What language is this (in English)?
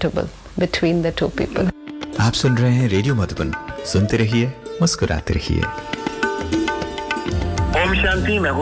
Hindi